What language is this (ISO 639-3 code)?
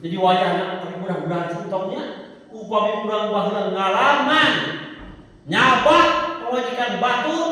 sun